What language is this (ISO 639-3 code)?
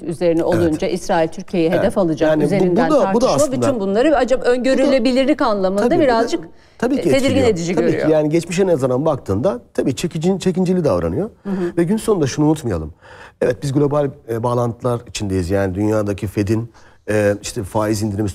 tur